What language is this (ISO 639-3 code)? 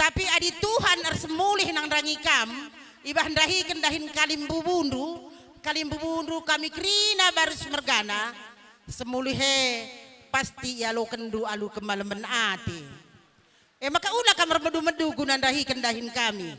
btx